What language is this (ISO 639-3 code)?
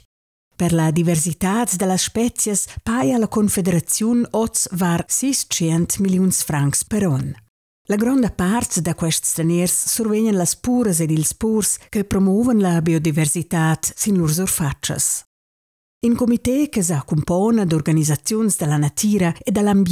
roh